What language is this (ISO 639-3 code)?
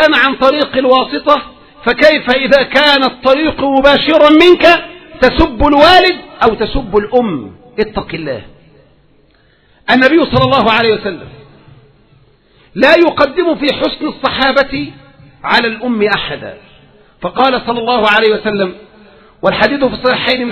ara